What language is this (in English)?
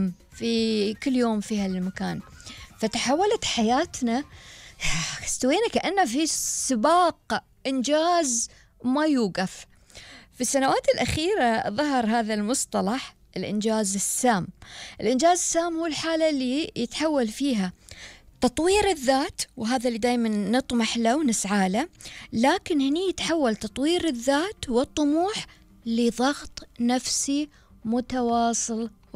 Gulf Arabic